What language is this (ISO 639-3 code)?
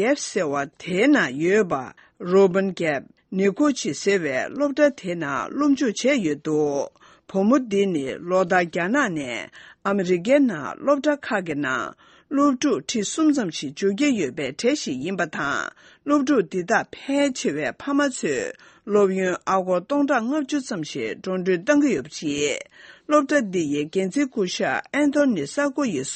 bod